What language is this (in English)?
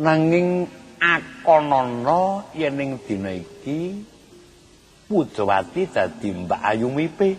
Javanese